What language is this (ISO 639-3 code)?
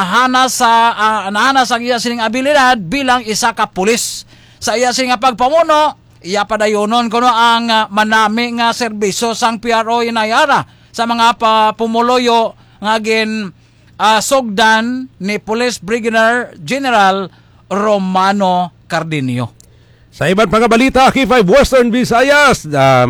hil